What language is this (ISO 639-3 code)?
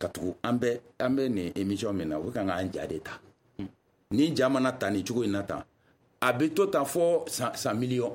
bam